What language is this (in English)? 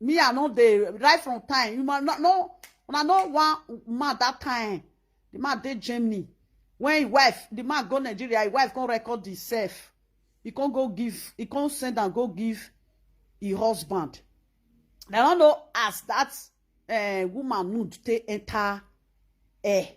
Nigerian Pidgin